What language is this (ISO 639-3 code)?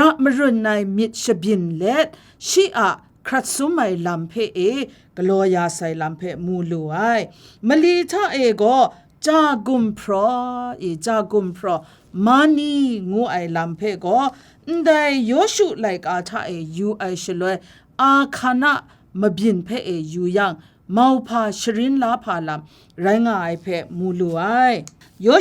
kac